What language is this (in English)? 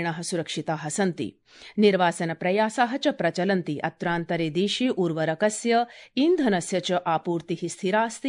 Sanskrit